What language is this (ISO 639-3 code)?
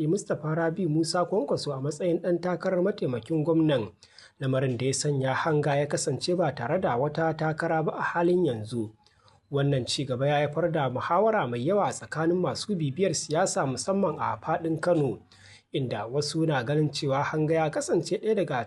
hau